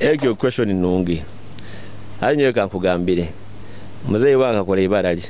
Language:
Nyoro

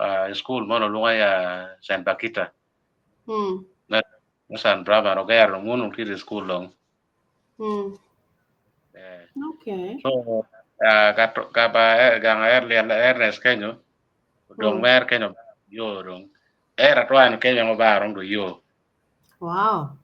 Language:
Acoli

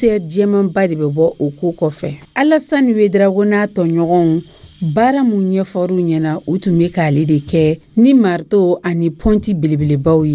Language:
Dyula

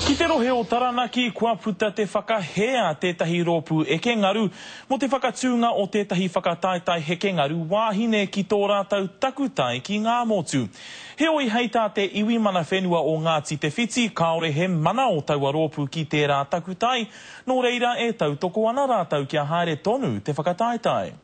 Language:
Māori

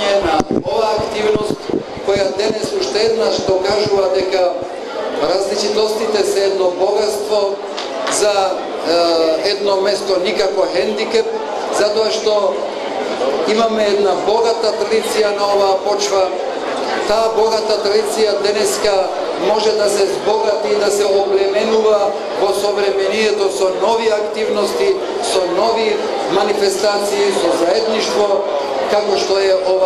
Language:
Macedonian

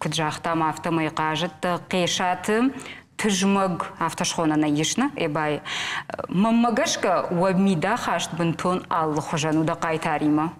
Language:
Ossetic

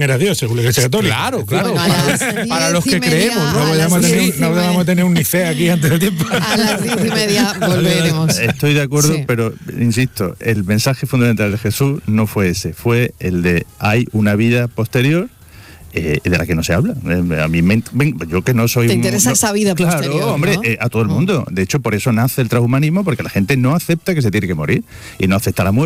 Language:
Spanish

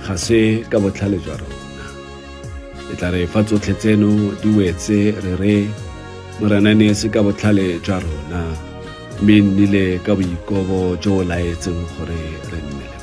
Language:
Tswana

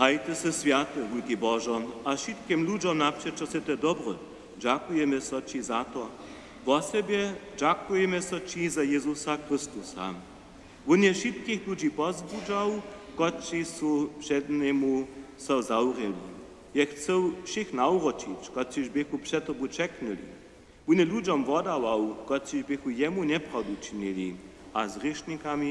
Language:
Upper Sorbian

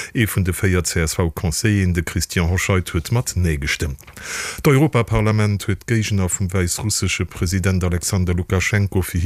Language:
Luxembourgish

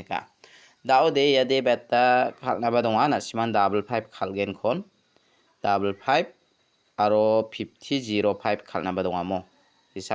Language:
Garo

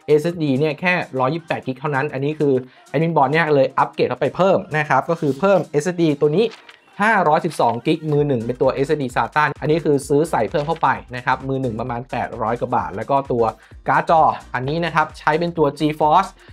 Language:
Thai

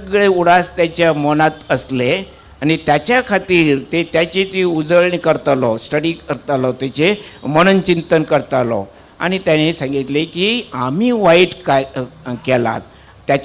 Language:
Konkani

